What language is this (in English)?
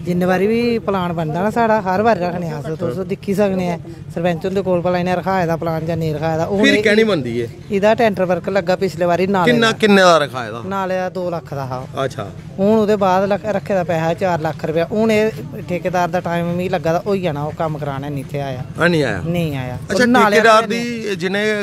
Dogri